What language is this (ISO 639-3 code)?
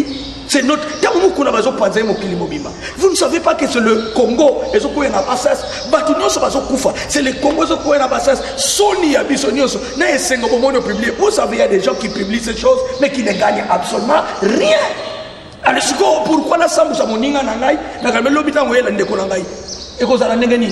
lin